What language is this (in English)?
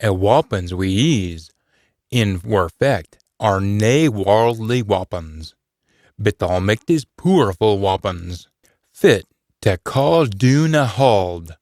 Scots